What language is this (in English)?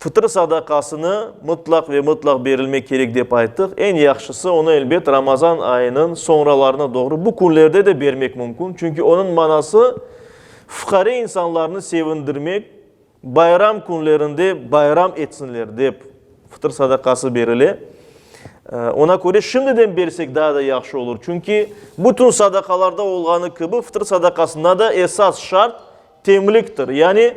Crimean Tatar